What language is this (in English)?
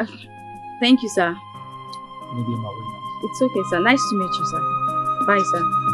Nigerian Pidgin